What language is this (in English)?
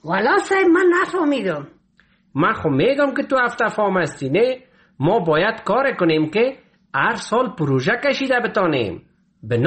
Persian